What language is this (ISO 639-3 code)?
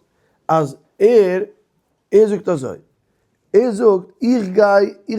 yid